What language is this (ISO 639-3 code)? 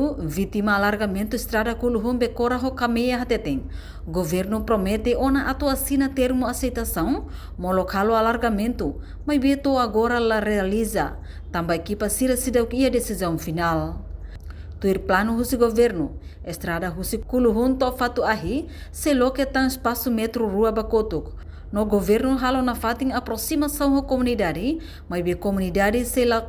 tet